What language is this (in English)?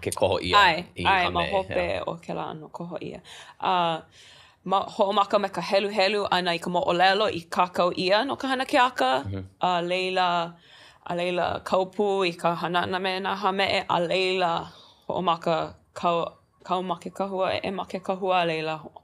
Hawaiian